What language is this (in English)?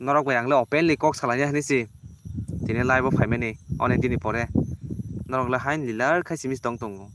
Kok Borok